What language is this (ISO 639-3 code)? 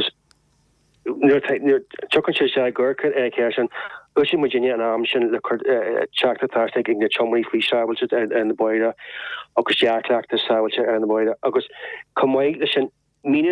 gle